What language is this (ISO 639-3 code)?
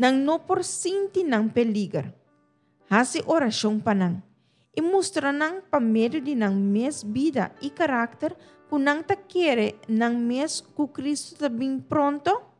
pap